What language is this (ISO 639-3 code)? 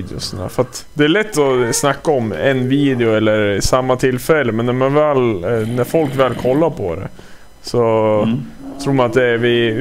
swe